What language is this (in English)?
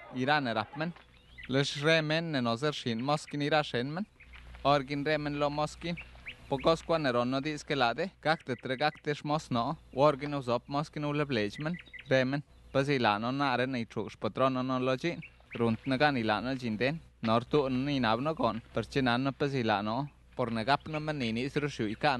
Slovenian